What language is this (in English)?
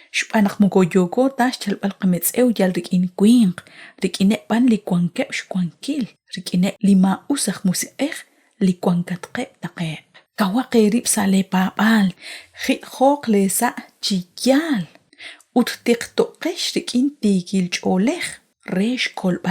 Kekchí